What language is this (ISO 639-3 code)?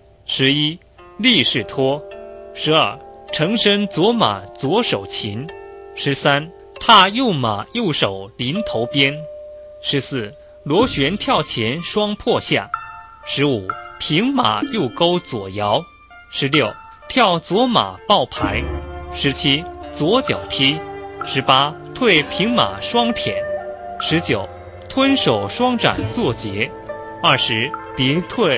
zho